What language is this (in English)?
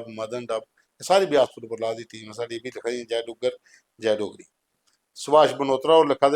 Dogri